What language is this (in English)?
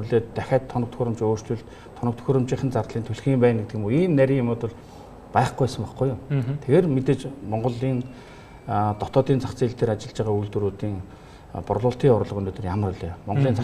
Mongolian